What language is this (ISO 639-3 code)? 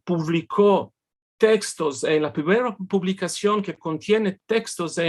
lad